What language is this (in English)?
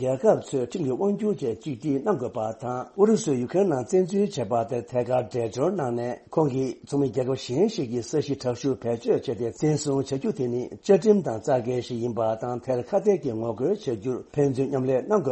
Tibetan